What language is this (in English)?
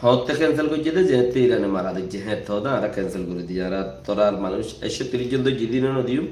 Rohingya